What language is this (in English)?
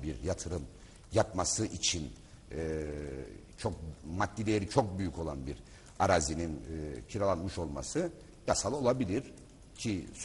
Turkish